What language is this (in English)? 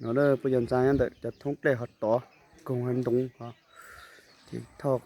Hmong